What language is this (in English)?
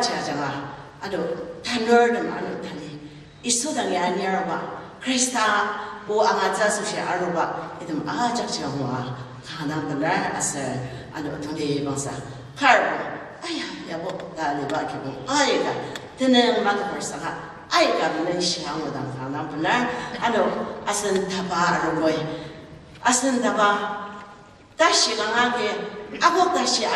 Ao Naga